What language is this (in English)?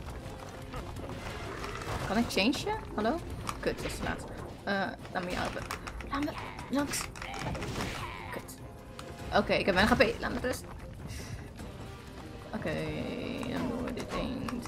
Dutch